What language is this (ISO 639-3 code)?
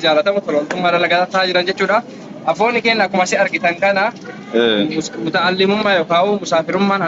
orm